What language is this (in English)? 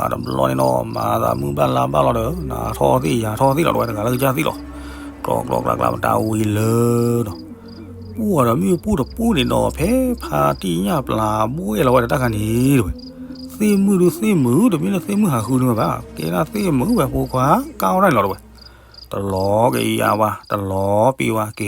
S'gaw Karen